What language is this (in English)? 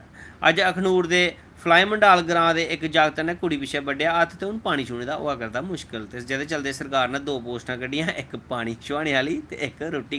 Dogri